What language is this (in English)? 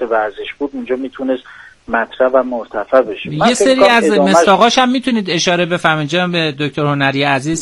Persian